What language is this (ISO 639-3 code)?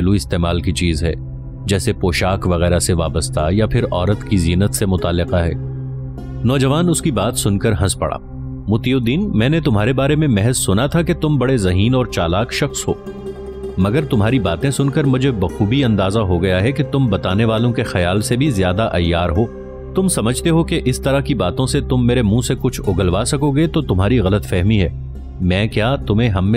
urd